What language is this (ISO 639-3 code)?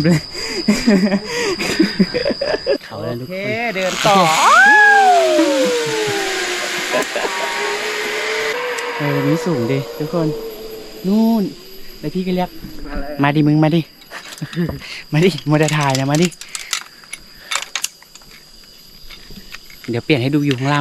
tha